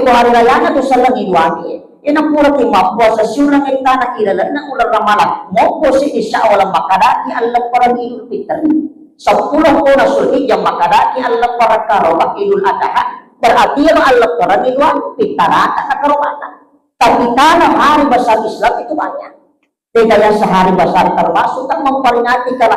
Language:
Buginese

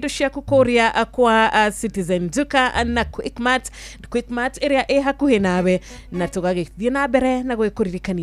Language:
Kikuyu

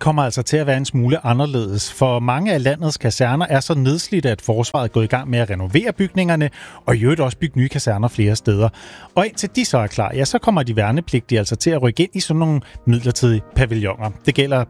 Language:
Danish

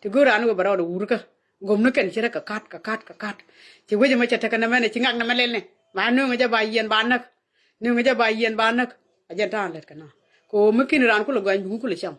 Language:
Nuer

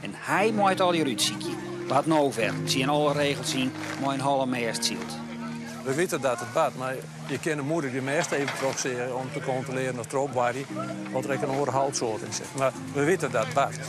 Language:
Western Frisian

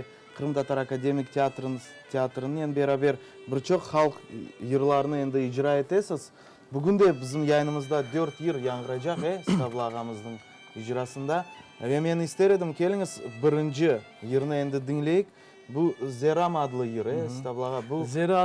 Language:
Crimean Tatar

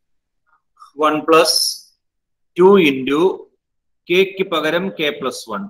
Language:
Malayalam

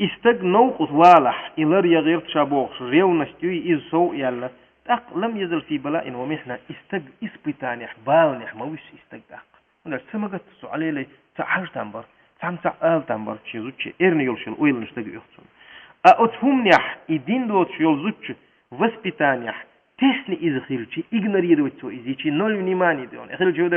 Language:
Chechen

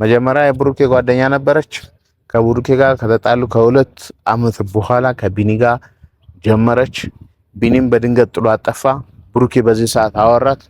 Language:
Amharic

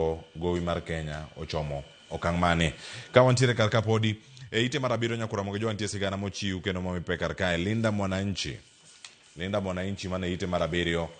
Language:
Luo (Kenya and Tanzania)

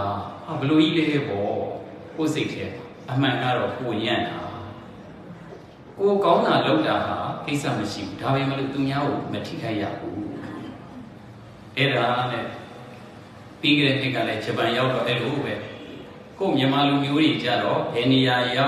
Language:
Burmese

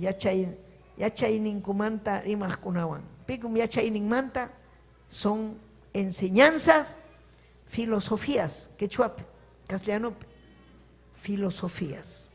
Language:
Ayacucho Quechua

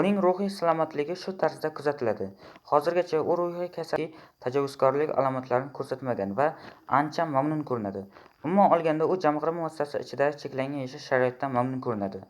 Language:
Uzbek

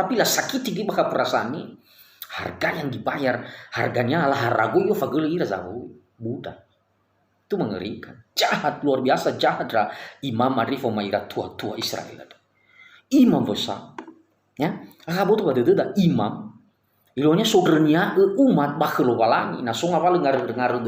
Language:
Nias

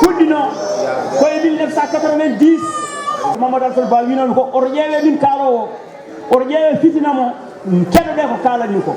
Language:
Fula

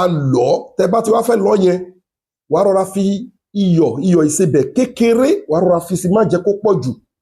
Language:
Yoruba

